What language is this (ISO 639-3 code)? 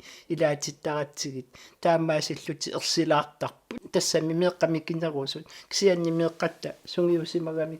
kal